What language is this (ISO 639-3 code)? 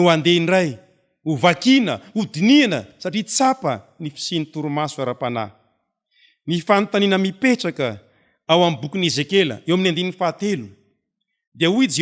mlg